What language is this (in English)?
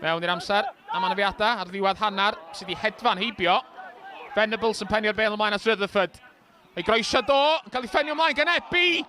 Welsh